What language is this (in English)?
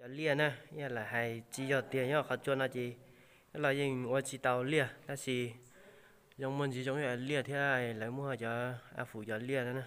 Hmong